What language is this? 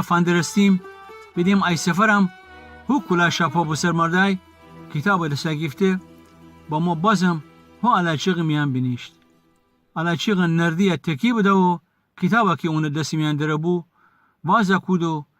Gilaki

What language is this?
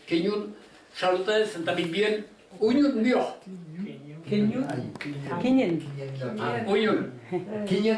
Breton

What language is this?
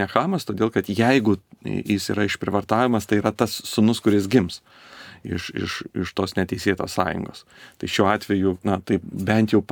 Lithuanian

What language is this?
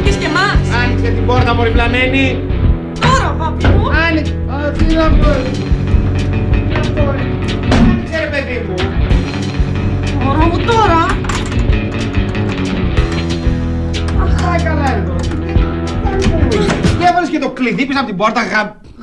Greek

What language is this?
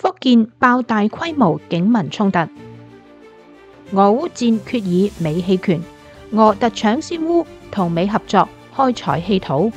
Cantonese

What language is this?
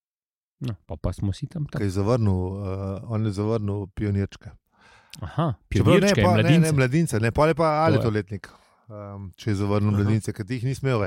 Slovenian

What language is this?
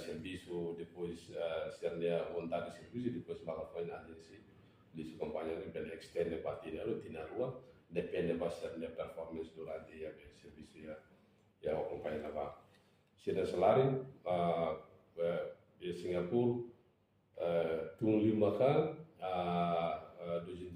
Tetum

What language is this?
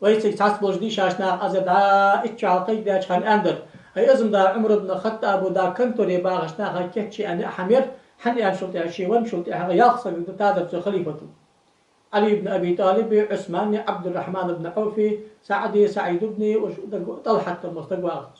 Ingush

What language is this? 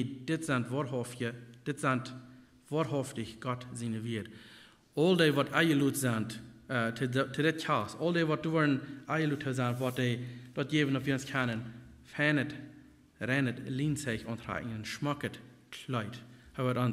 Plautdietsch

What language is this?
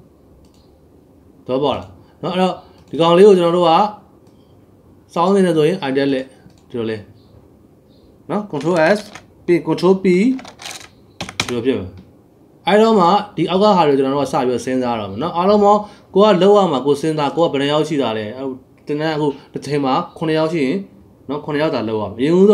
Burmese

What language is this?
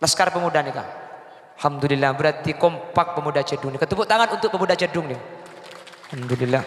Madurese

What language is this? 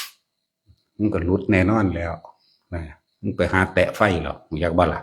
Northeastern Thai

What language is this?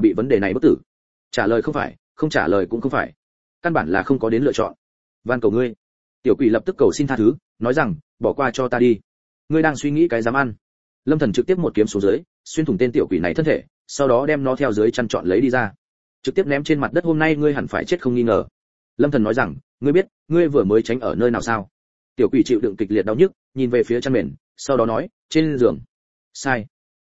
Vietnamese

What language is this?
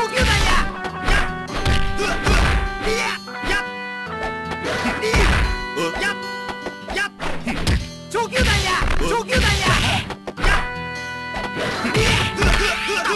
Japanese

